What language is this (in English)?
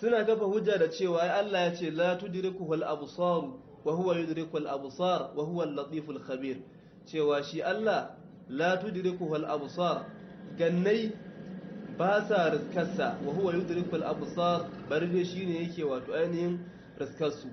Hausa